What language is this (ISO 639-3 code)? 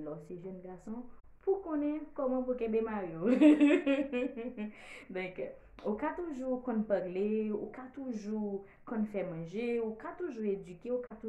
hat